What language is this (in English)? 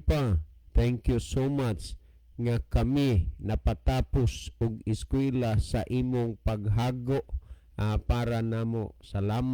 Cebuano